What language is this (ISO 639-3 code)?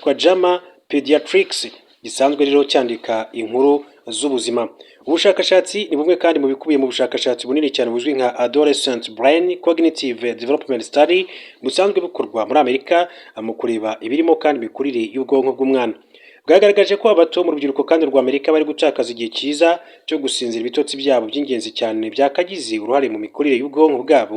kin